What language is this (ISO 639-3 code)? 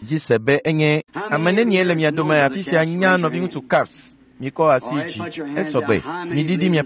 ewe